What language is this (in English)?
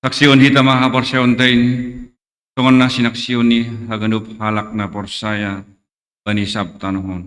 Batak Simalungun